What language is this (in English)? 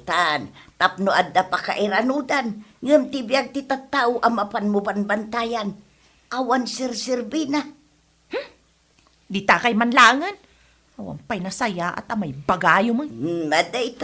Iloko